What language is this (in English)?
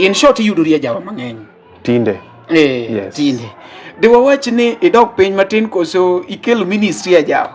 Luo (Kenya and Tanzania)